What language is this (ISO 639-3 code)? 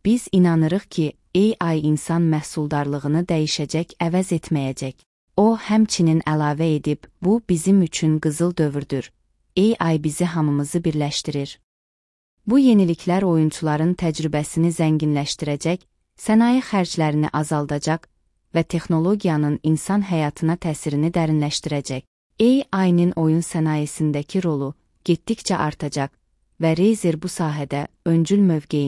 aze